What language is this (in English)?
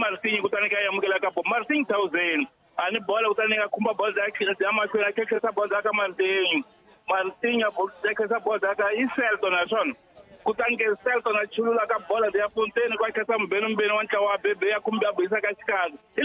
Tsonga